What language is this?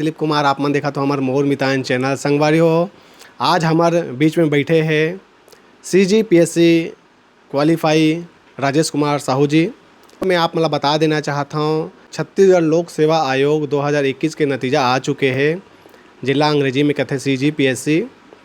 Chhattisgarhi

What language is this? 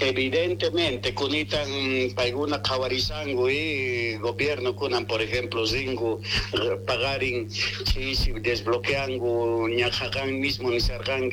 Quechua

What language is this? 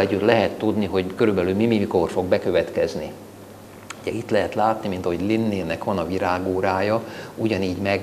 Hungarian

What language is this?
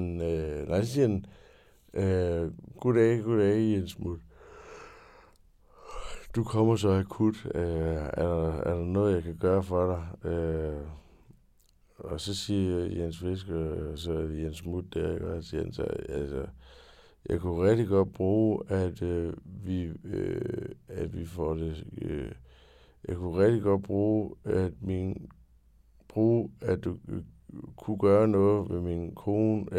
Danish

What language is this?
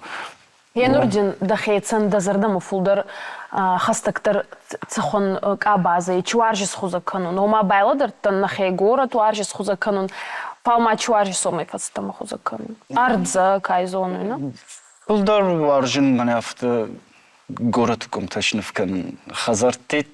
Ossetic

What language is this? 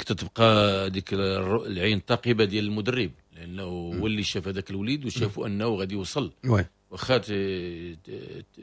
Moroccan Arabic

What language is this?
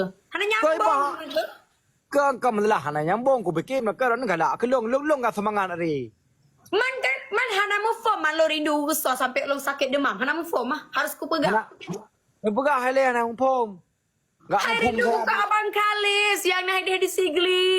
Achinese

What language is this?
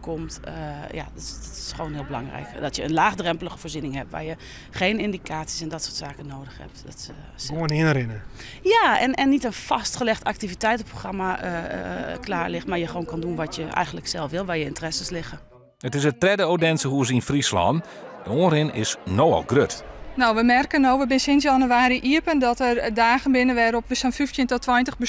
Western Frisian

